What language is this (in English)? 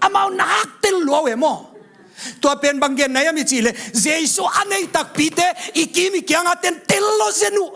Tedim Chin